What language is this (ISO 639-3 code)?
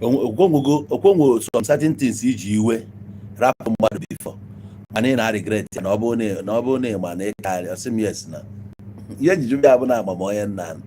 ibo